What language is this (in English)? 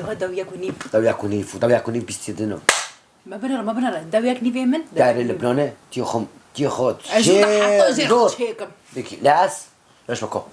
Kurdish